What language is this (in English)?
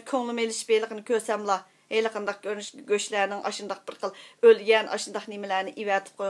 Uyghur